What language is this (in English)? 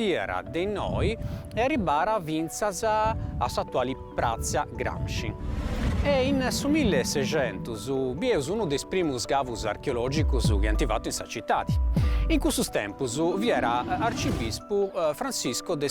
Sardinian